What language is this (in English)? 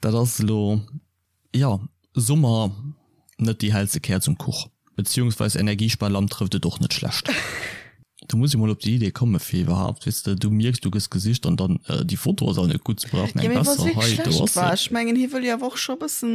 Luxembourgish